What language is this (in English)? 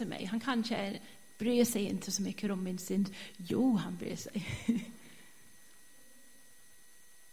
Swedish